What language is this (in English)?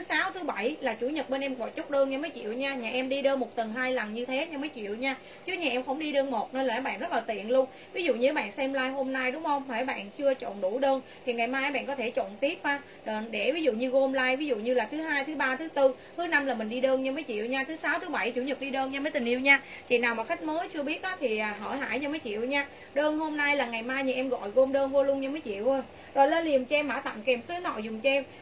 Vietnamese